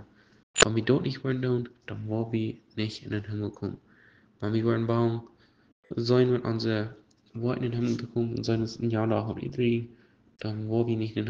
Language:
Plautdietsch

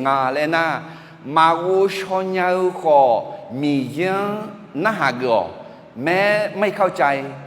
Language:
Akha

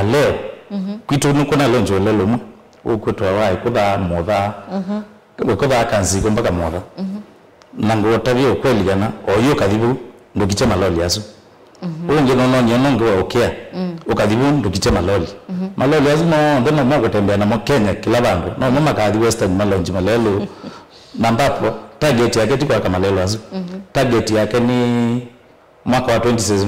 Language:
Kamba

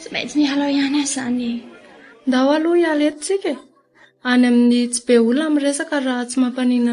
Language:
Malagasy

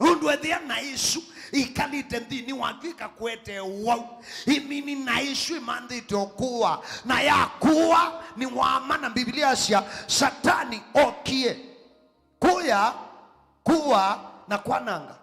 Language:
Kamba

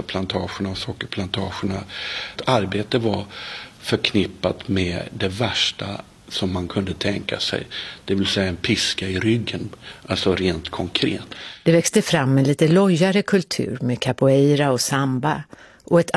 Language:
Swedish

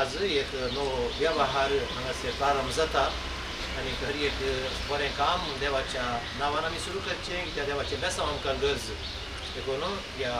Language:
Konkani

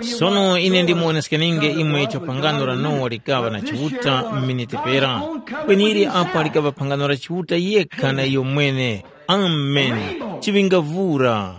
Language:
Tumbuka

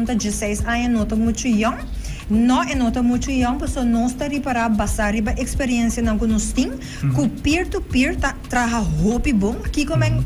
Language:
Papiamento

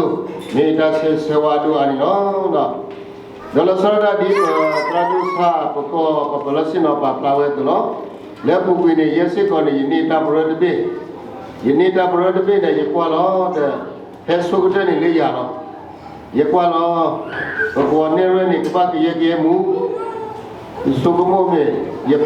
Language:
S'gaw Karen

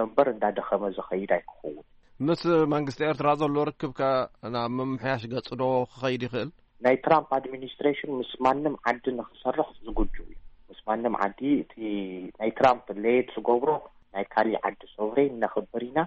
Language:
Tigrinya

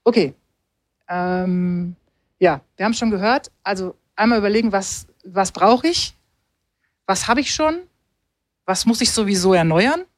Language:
German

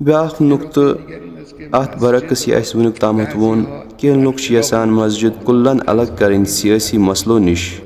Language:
Kashmiri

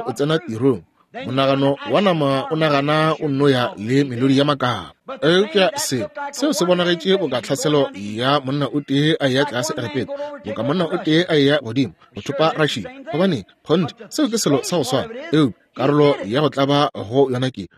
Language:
Northern Sotho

